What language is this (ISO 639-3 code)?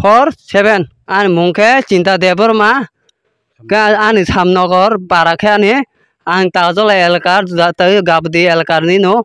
trp